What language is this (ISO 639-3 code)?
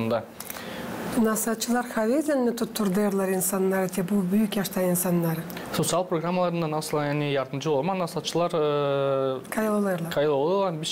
gag